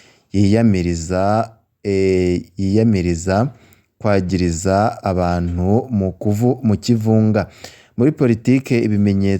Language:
Rundi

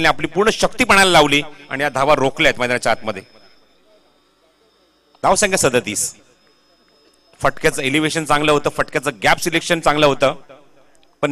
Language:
Marathi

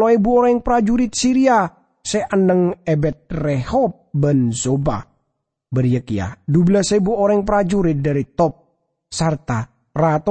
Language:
Madurese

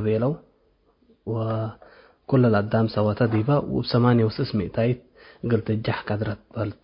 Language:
Tigre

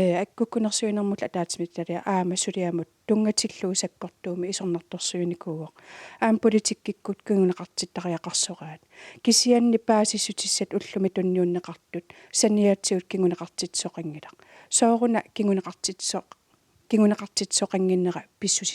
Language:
Kalaallisut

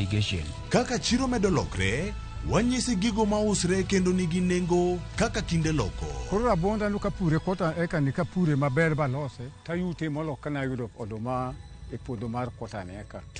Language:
Luo (Kenya and Tanzania)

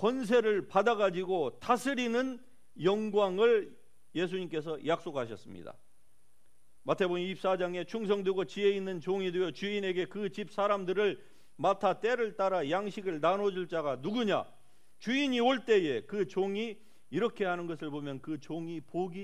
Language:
Korean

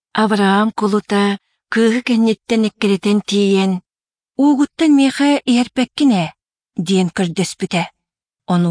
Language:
Yakut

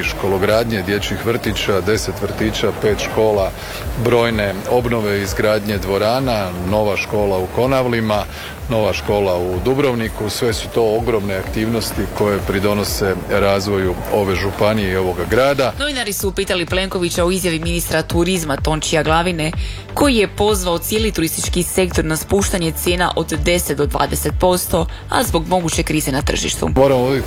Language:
Croatian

